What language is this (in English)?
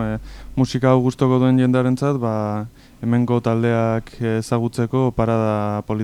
Basque